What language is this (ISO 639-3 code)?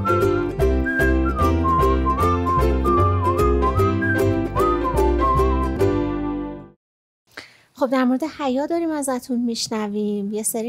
fas